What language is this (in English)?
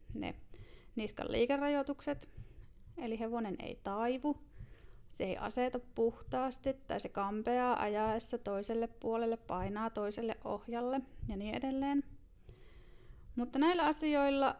Finnish